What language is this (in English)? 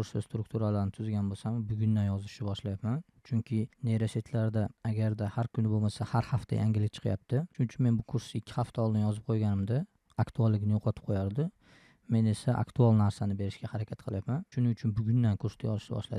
Uzbek